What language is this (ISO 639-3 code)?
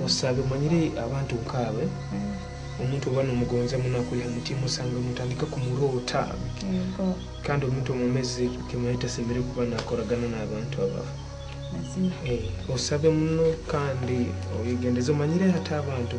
nyo